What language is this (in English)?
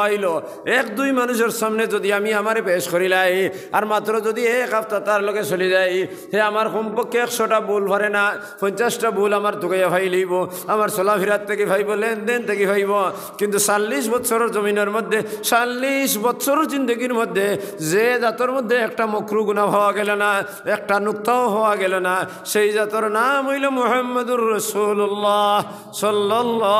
Sylheti